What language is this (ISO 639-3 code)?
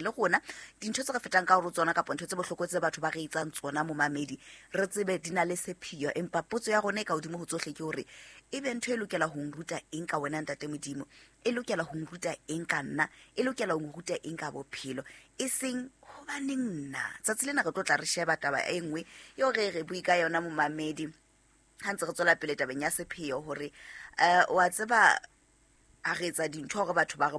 sot